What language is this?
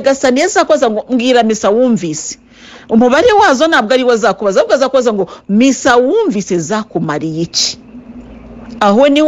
Kinyarwanda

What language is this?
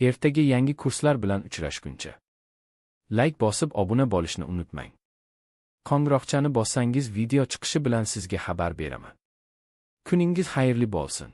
Uzbek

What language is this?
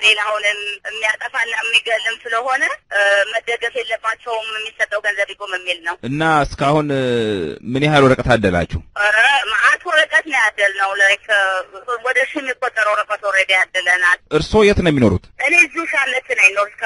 Amharic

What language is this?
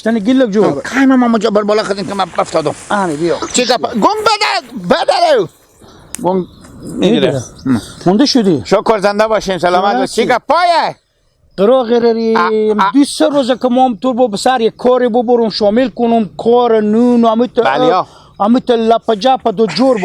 Hazaragi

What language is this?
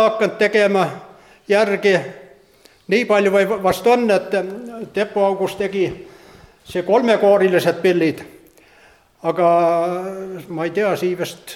Estonian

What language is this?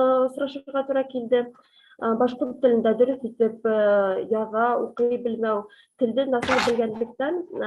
Bashkir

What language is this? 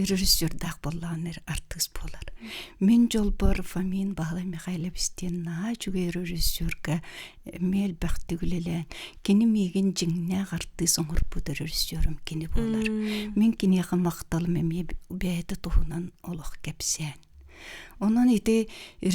Yakut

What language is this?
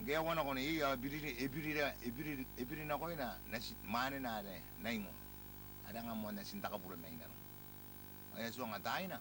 Gilbertese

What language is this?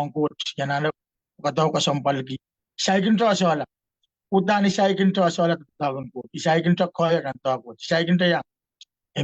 Pohnpeian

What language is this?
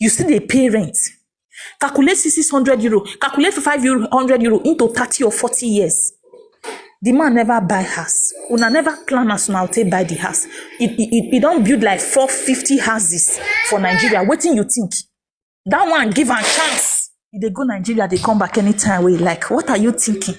Nigerian Pidgin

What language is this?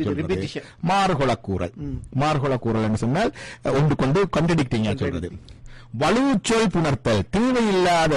Tamil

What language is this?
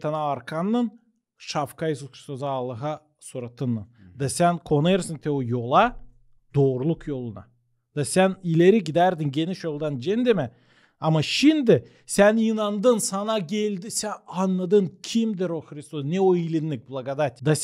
Gagauz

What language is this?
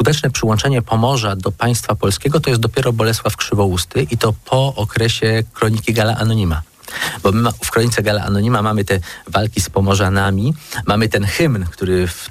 Polish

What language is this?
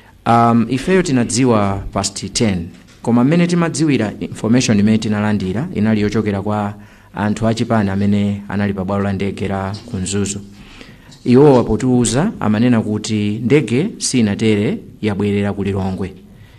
Nyanja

